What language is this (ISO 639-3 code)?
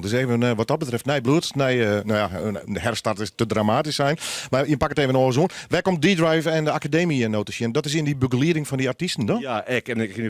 fry